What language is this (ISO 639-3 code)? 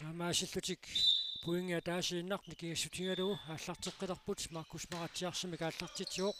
kal